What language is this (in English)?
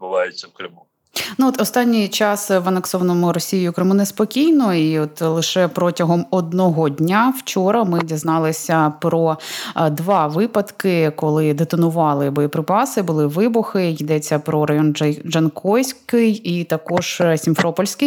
Ukrainian